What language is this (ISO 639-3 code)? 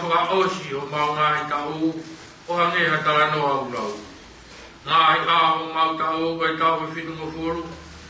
ton